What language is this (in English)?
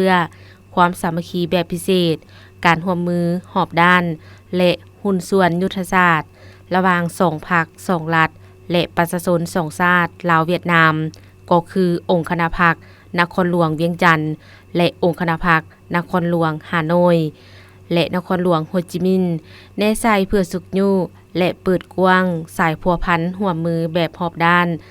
Lao